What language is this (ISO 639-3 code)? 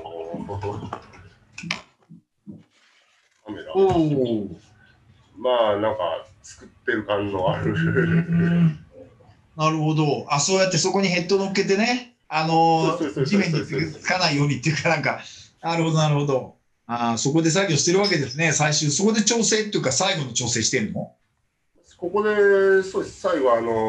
jpn